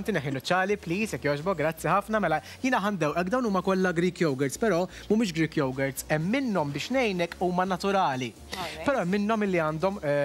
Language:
Maltese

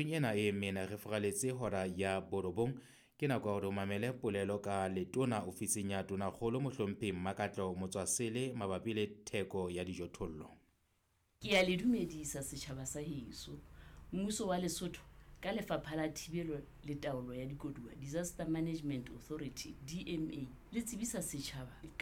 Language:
Southern Sotho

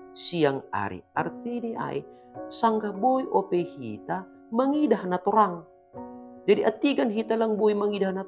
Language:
Batak Simalungun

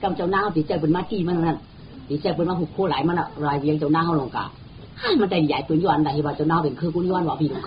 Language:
Shan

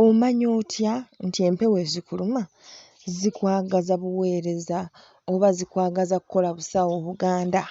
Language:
Ganda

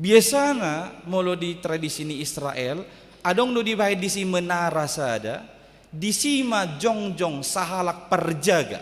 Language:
Batak Toba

